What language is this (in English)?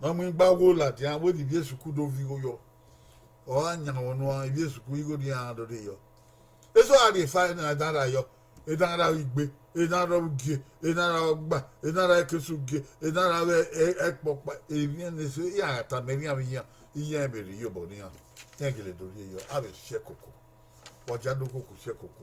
Bini